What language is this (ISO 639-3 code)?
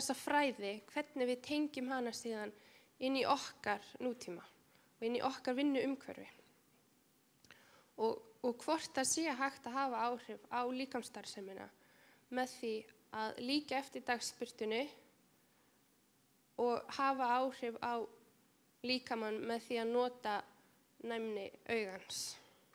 isl